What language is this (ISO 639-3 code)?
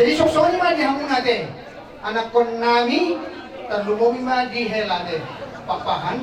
bbc